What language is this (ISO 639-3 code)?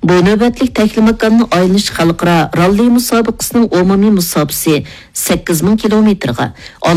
uig